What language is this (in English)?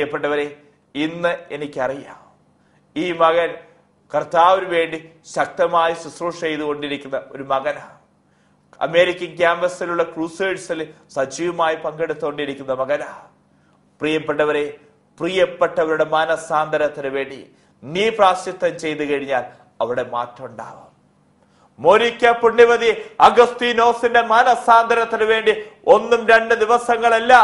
Malayalam